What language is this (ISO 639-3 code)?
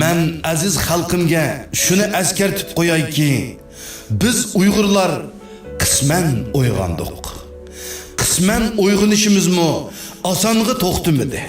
uig